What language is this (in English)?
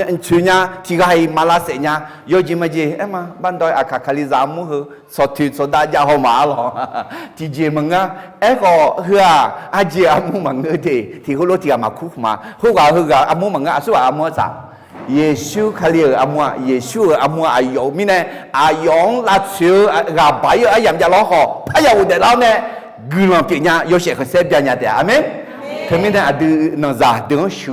Akha